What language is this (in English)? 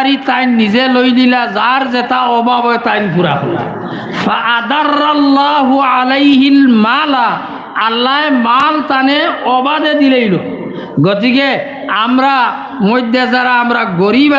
Sylheti